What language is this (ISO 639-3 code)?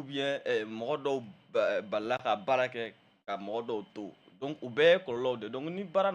bam